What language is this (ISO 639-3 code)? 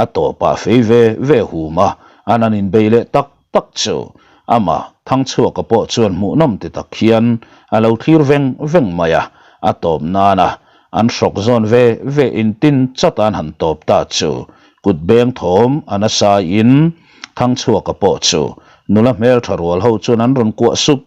lus